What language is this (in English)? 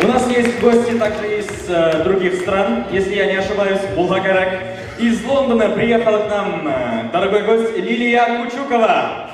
Bashkir